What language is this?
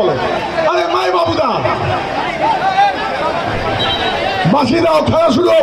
Bangla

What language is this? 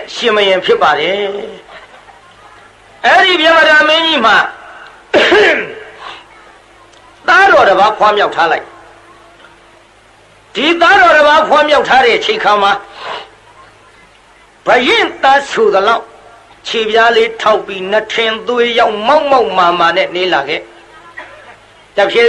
Burmese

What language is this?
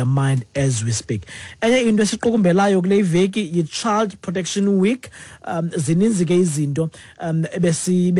Xhosa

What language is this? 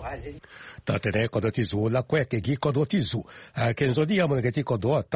Sango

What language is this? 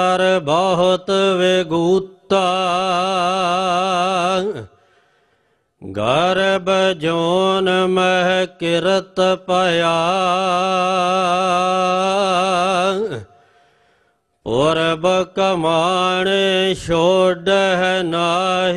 Punjabi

